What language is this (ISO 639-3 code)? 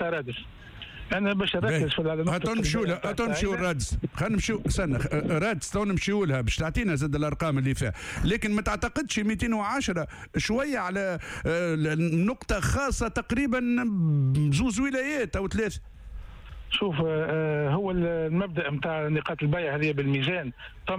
aeb